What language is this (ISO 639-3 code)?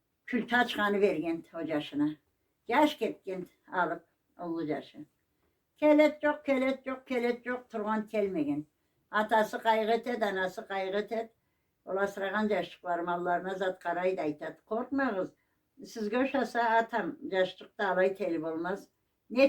krc